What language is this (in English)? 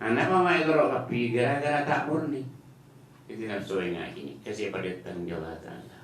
Madurese